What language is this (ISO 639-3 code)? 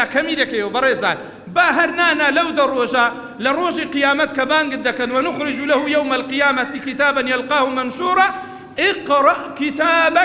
ckb